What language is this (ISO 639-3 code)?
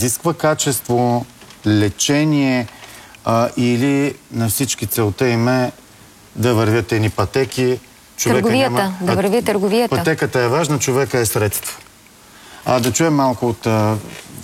bul